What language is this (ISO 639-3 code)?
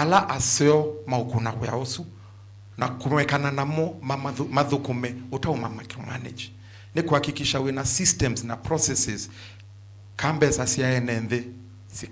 kam